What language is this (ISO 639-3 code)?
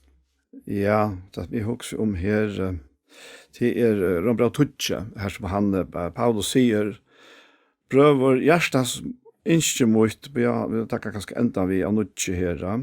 fao